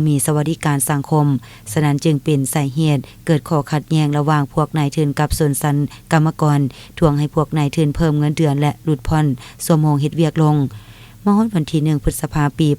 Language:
Lao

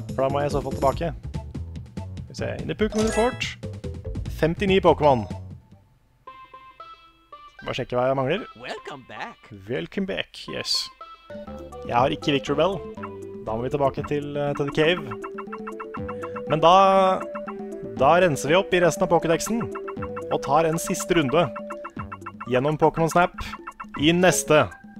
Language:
Norwegian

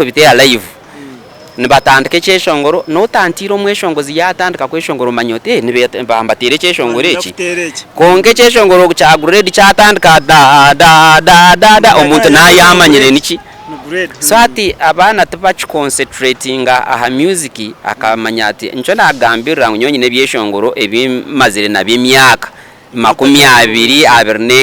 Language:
Nyankole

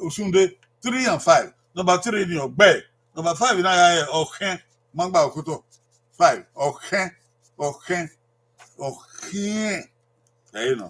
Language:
Bini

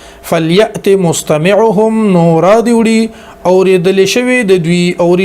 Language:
Pashto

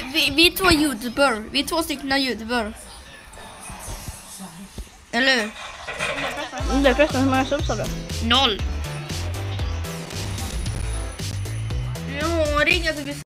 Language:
Swedish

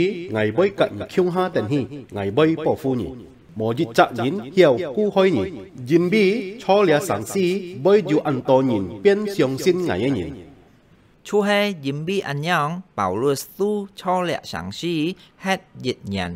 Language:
Hakka Chinese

